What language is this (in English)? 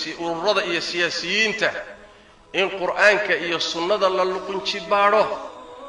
Somali